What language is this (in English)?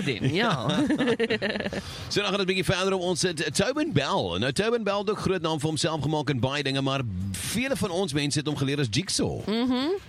Afrikaans